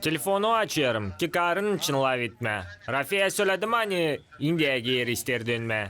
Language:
Gagauz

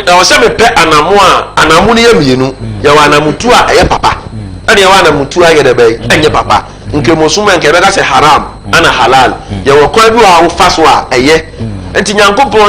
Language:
Akan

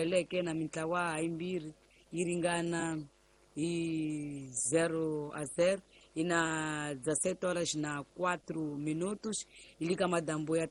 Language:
Tsonga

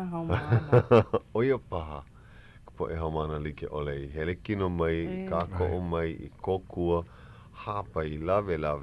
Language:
Hawaiian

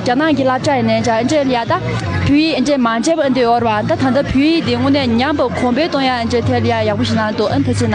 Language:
Tibetan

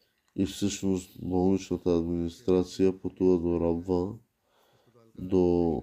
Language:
Bulgarian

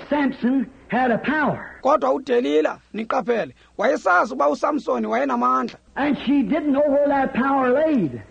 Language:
Xhosa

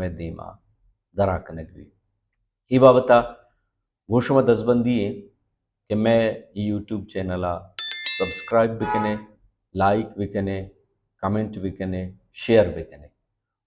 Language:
Baluchi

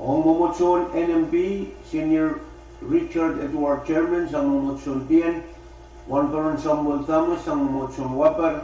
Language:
Pohnpeian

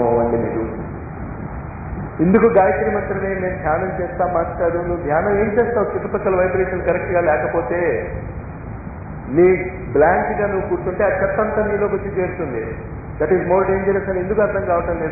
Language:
Telugu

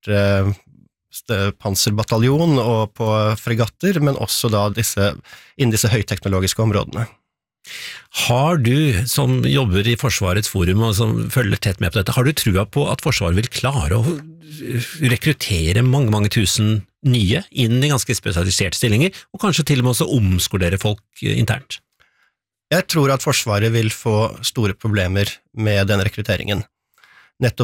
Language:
Norwegian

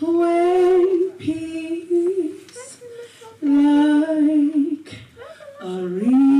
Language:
Tongan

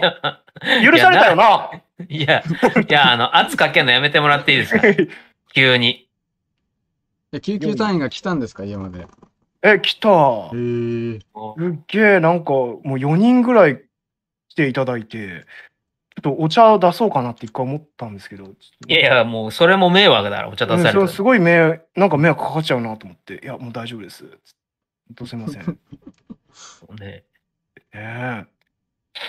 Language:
Japanese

